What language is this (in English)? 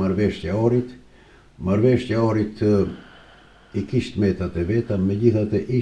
Albanian